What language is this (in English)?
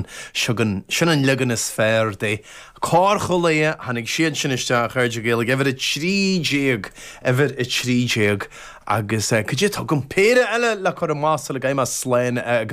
Irish